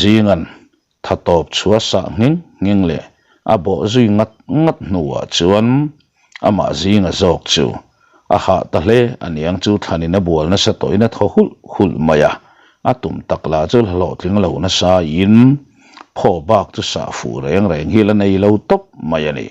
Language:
Mizo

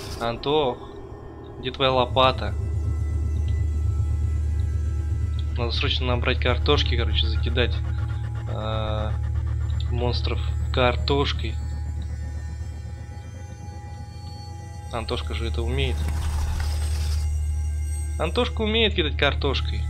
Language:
Russian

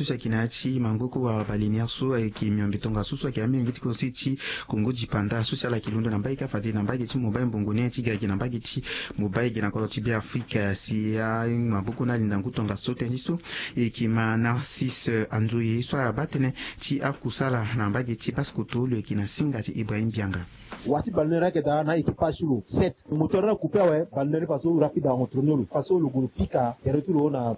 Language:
Sango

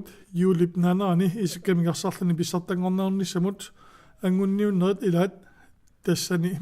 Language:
Kalaallisut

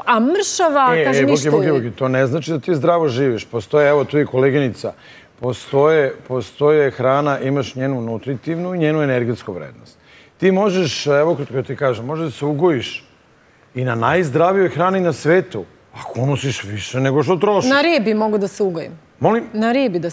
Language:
Serbian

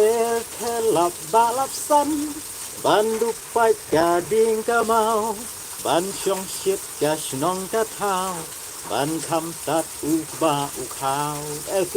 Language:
Khasi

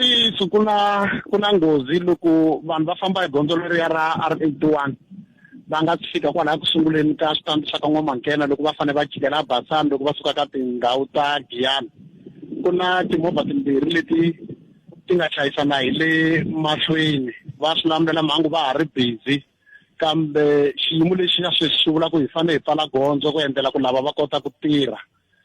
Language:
Tsonga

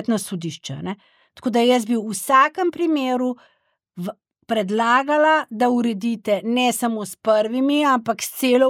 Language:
Slovenian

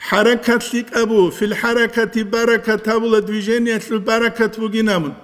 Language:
Avaric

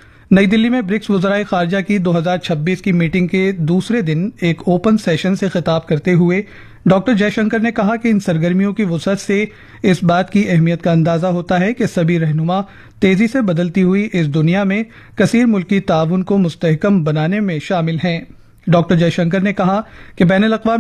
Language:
Urdu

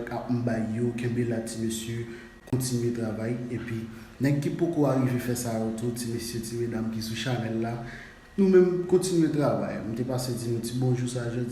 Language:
Haitian Creole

